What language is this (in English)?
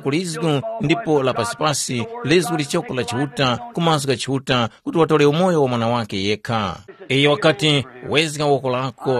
Tumbuka